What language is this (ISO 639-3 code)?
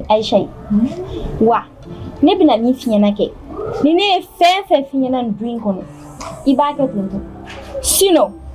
bam